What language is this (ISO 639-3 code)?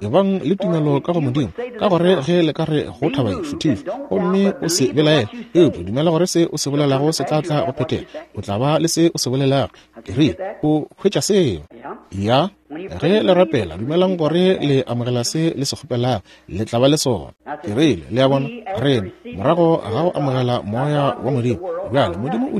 nso